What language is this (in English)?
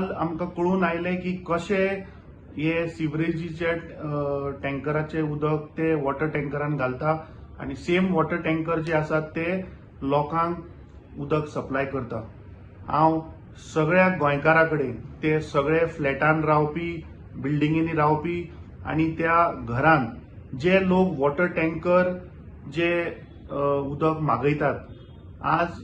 Konkani